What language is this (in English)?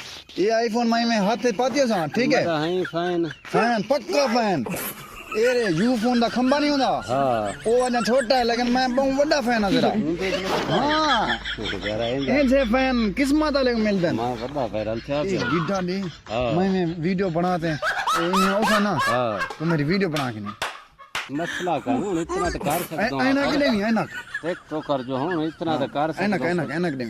Saraiki